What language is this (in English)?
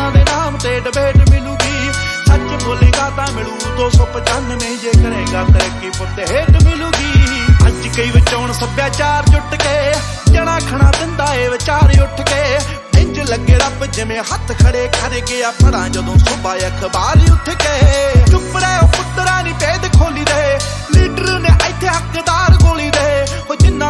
Punjabi